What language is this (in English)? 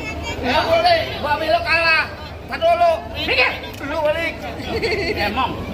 Betawi